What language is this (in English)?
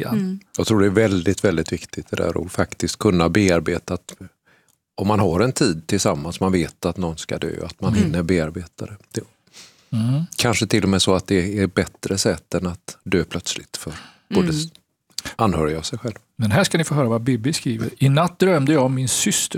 Swedish